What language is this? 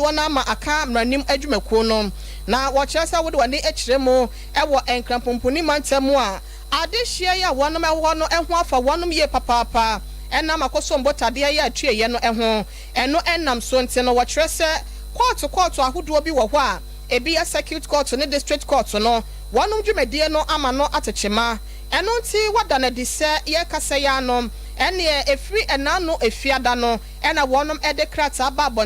Akan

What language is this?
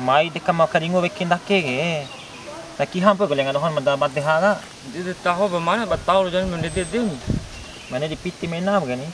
Bima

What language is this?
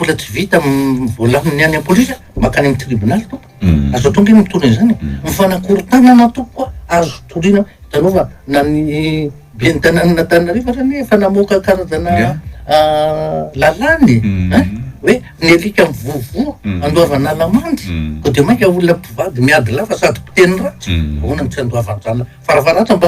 Malagasy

